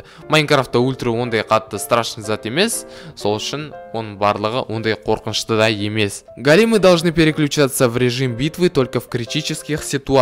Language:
Kazakh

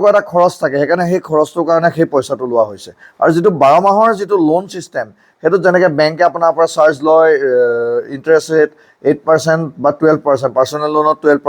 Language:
Assamese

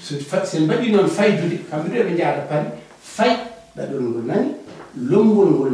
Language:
Fula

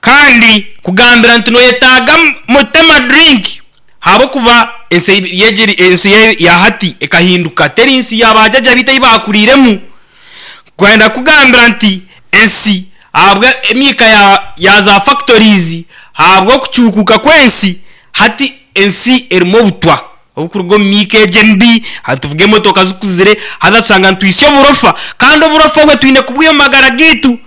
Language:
Nyankole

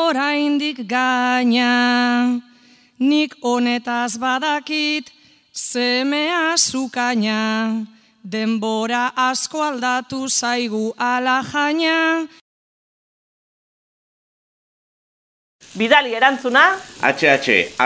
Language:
Basque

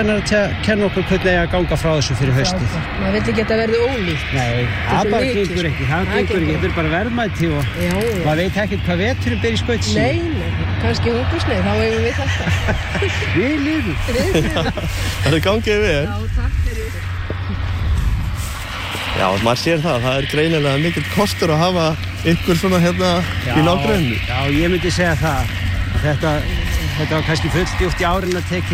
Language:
Icelandic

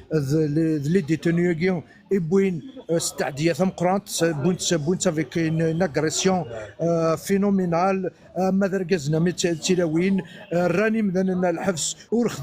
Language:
Kabyle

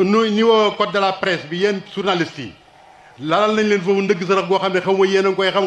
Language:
Wolof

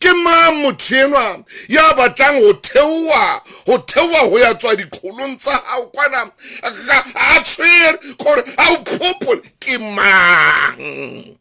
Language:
Southern Sotho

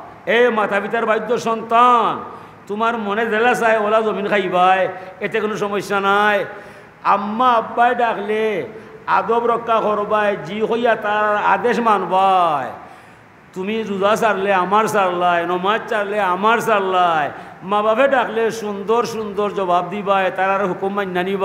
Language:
Sylheti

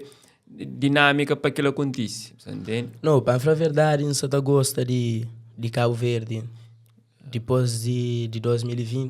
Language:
Kabuverdianu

